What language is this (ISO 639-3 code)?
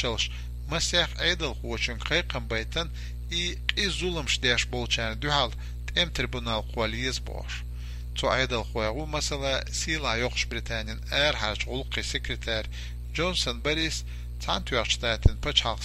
che